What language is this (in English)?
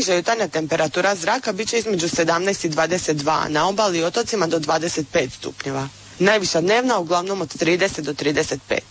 Croatian